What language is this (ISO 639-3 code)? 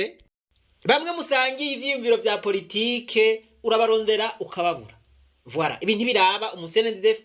run